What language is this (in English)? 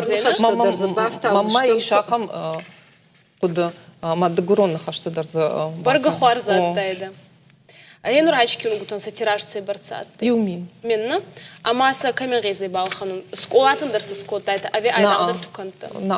Ossetic